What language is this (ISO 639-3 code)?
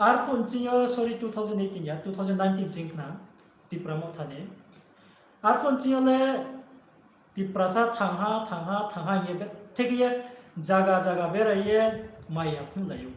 ria